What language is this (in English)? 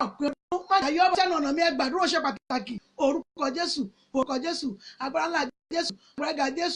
Yoruba